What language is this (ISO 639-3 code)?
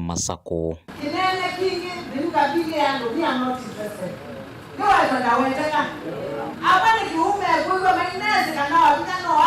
kam